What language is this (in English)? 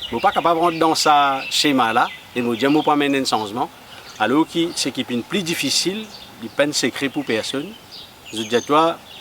Morisyen